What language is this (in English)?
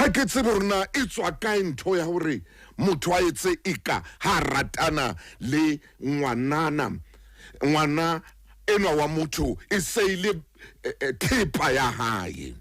Southern Sotho